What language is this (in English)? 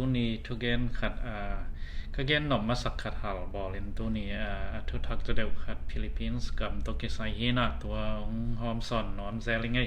Tedim Chin